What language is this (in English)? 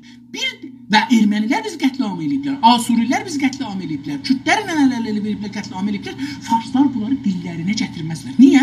South Azerbaijani